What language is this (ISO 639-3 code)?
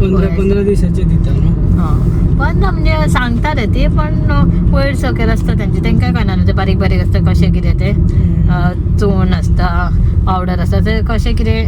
kok